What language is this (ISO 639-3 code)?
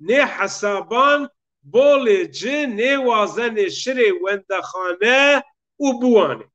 zza